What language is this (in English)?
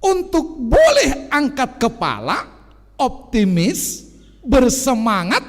Batak Simalungun